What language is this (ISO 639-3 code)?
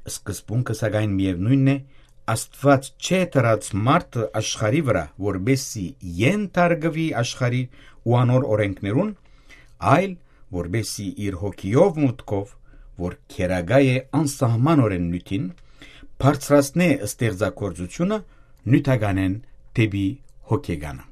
hyw